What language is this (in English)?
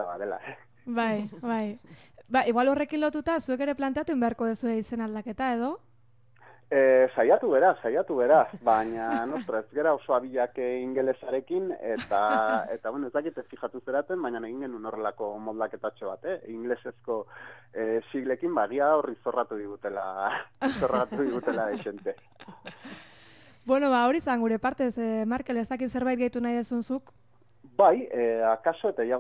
Basque